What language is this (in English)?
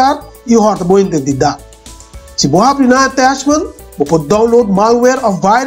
Papiamento